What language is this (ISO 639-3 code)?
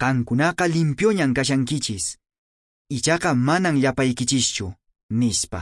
que